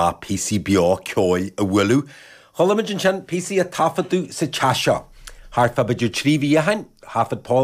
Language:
Irish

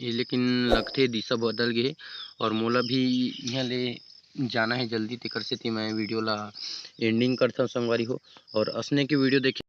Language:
Chhattisgarhi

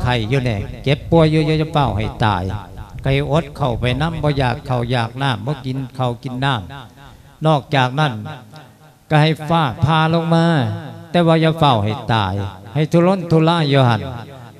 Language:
Lao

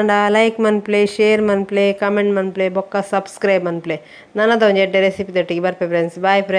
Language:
Tulu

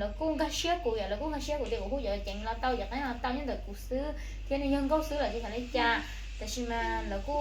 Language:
Hmong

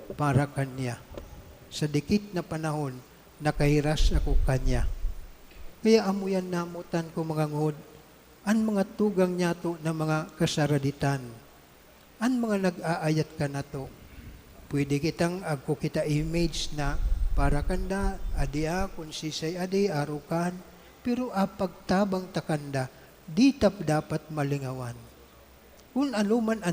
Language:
Bikol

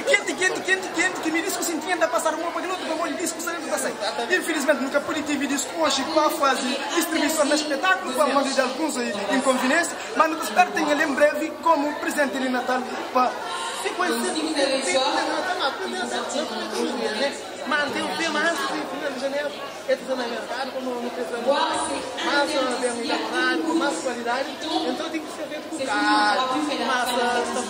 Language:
Kabuverdianu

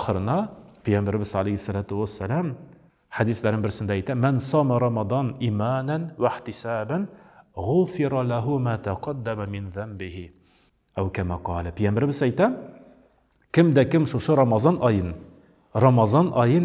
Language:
Tatar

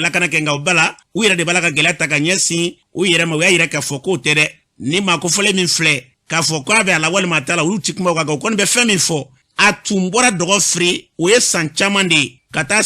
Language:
Bambara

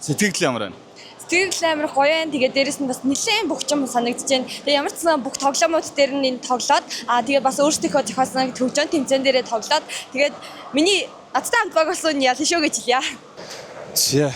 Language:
Mongolian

